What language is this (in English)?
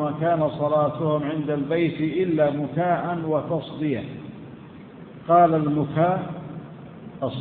Arabic